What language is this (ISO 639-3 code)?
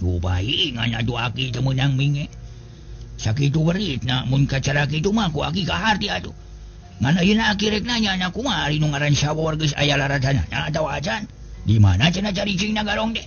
sun